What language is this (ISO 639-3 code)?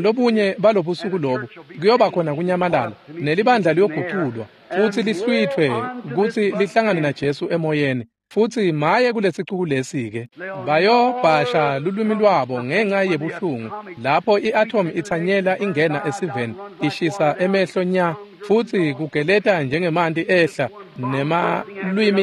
ssw